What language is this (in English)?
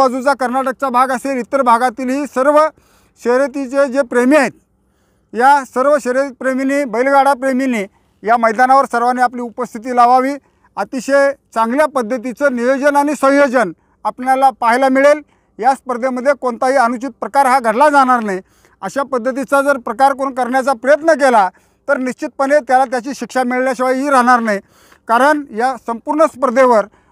Marathi